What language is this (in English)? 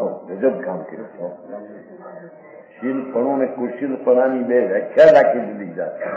Gujarati